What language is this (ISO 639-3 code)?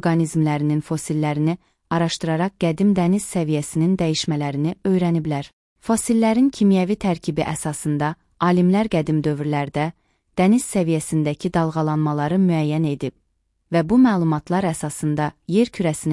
aze